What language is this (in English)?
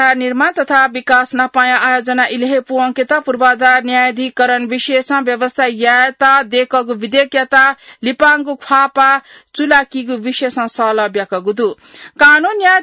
Newari